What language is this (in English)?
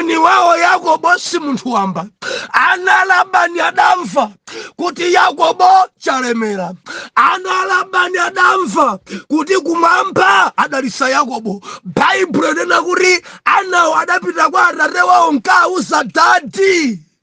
Nyanja